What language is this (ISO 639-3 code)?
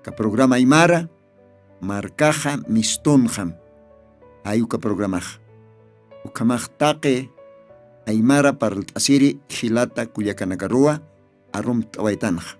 aym